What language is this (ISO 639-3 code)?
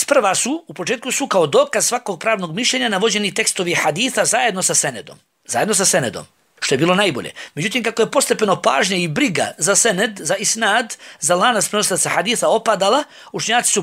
bos